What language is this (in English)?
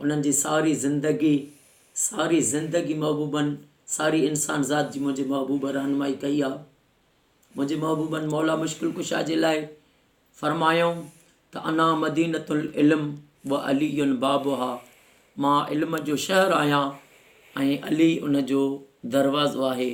Sindhi